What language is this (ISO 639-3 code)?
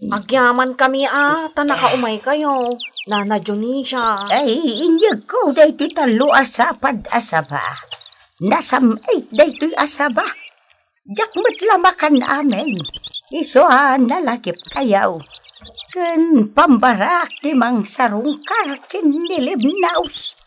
ilo